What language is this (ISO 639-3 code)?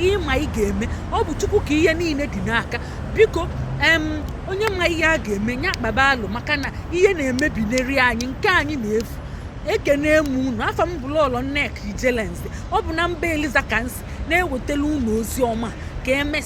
ibo